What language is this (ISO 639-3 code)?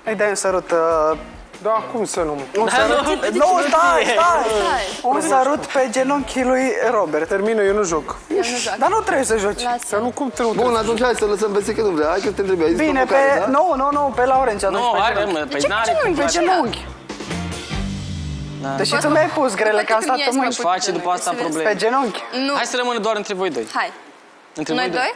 ron